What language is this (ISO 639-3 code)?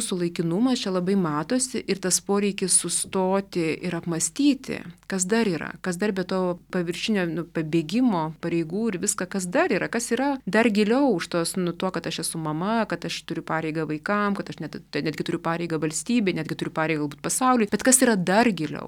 lit